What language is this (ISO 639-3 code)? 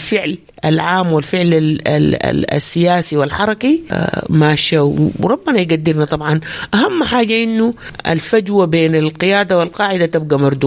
apd